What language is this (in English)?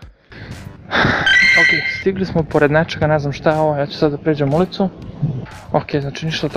Serbian